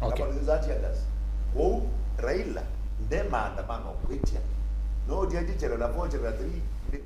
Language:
Kamba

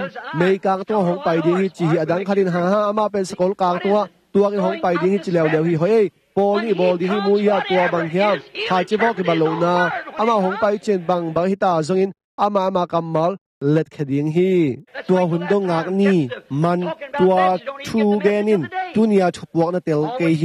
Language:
Tedim Chin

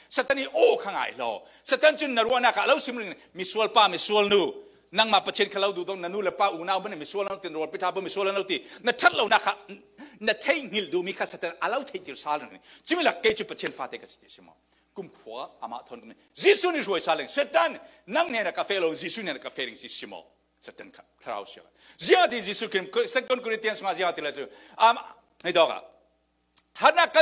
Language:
Falam Chin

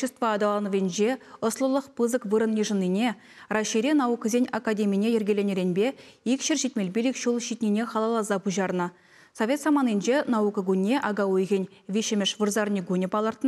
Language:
Chuvash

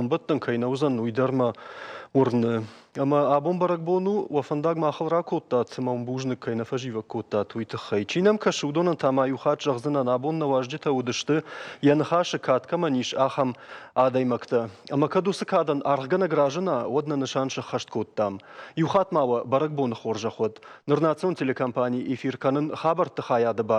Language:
Ossetic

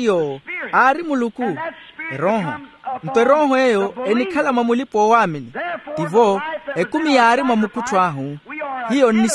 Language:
Makhuwa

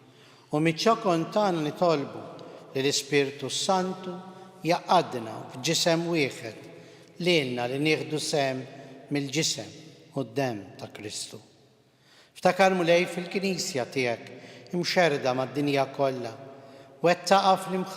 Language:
Maltese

